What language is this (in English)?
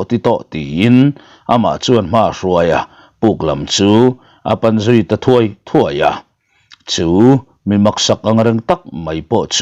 Mizo